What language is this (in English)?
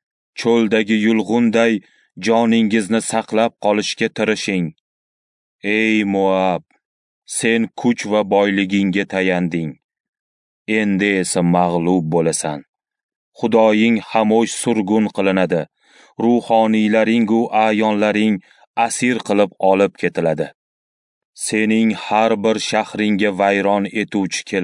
Uzbek